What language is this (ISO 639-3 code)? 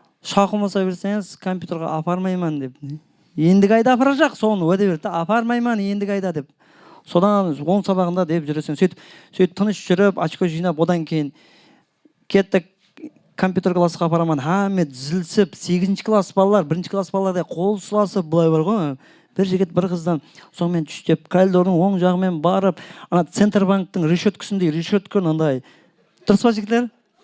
kaa